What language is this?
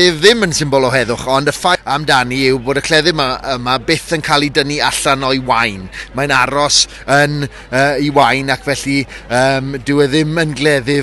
Welsh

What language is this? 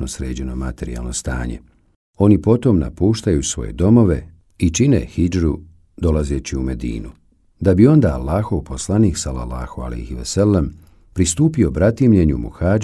Bosnian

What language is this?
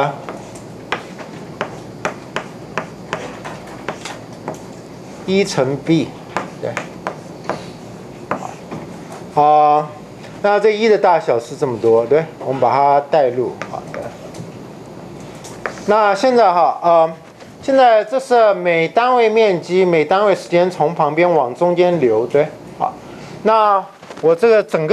Chinese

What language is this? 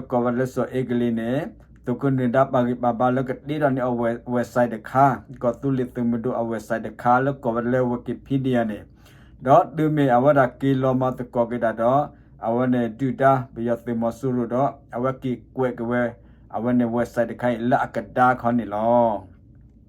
S'gaw Karen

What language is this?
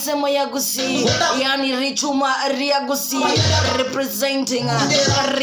Gusii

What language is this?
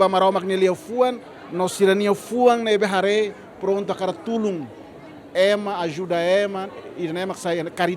Tetum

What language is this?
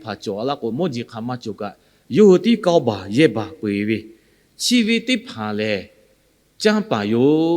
Lahu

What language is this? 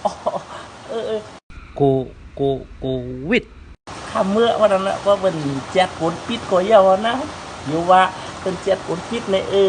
Shan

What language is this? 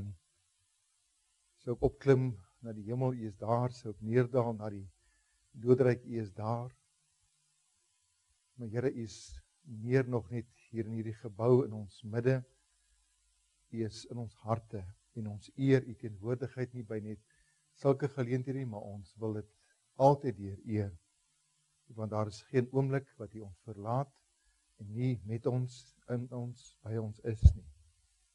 Afrikaans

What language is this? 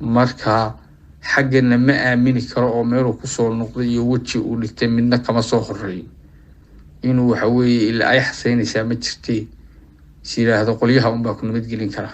Somali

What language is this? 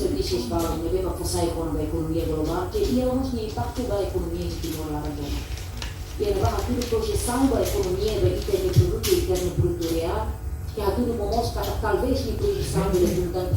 Tetum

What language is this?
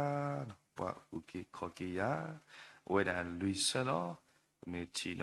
S'gaw Karen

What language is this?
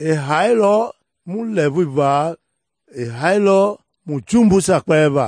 Mende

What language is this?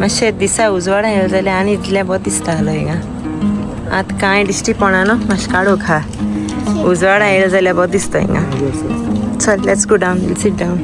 Konkani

